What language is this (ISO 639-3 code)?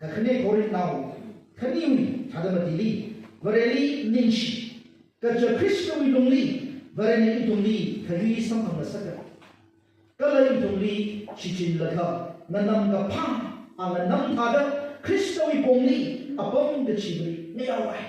nmf